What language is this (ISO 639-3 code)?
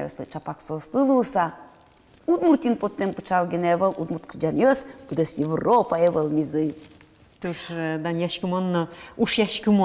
udm